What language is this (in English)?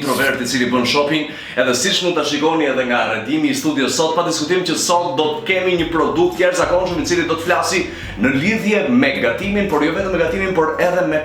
Albanian